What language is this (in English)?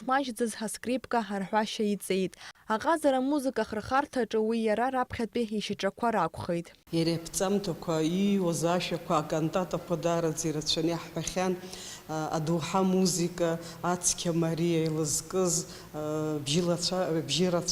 Abkhazian